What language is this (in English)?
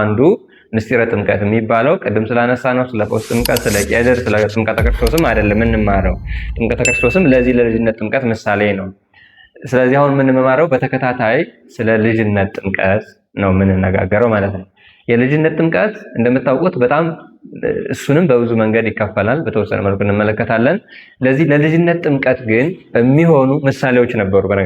Amharic